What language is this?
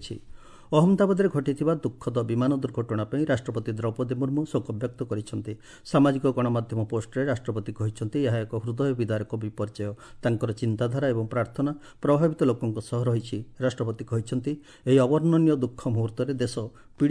Odia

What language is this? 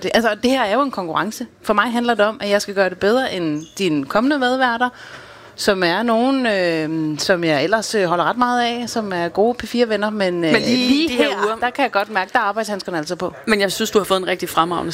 Danish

